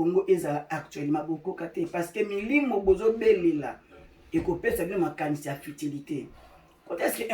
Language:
Lingala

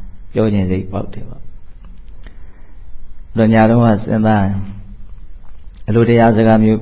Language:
Burmese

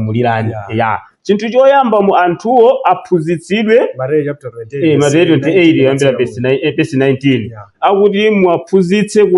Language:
Nyanja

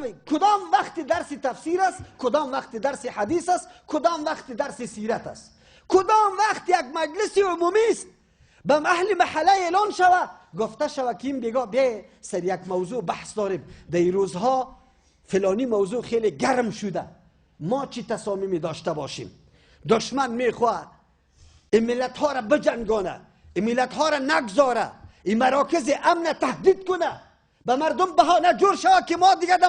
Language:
Persian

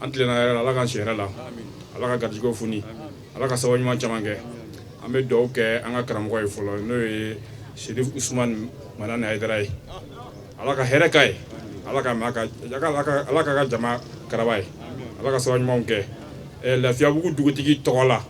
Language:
Bambara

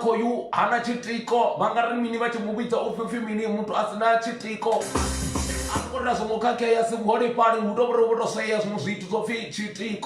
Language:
Venda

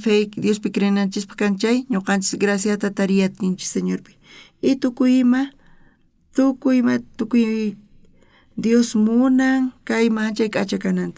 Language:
South Bolivian Quechua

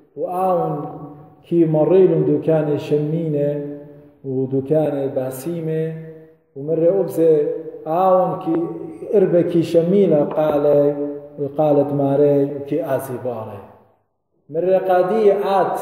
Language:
Assyrian Neo-Aramaic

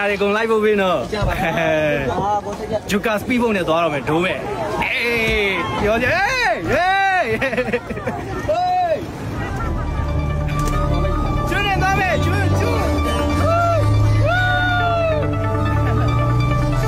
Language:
Burmese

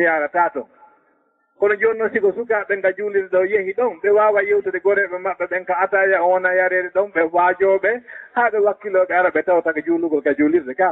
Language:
Fula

